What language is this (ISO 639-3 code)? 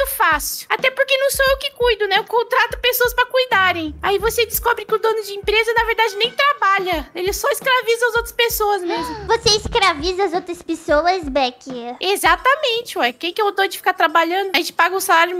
por